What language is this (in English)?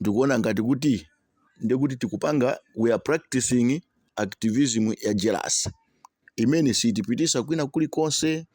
Nyanja